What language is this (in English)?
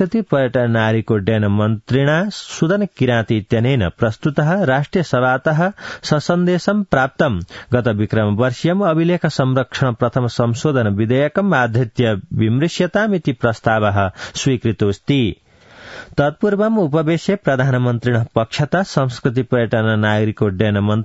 Sanskrit